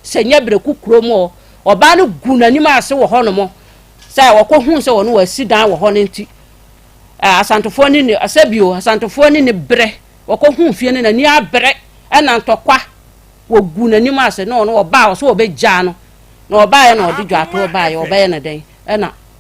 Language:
Akan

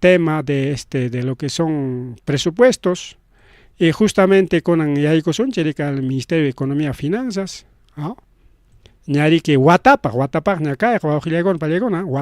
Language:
Ayacucho Quechua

